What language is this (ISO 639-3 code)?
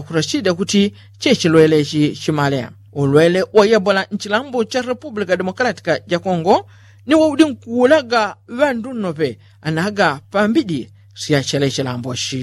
yao